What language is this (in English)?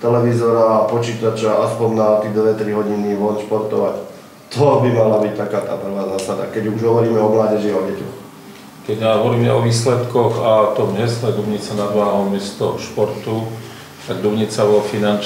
Slovak